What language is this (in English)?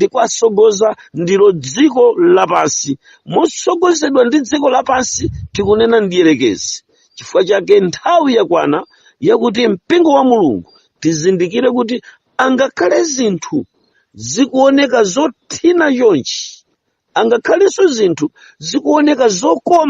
Nyanja